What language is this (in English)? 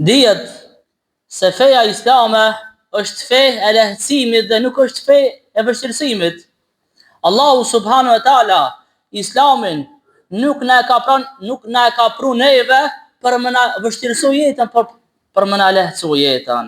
Albanian